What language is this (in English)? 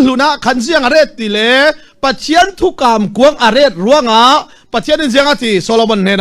Falam Chin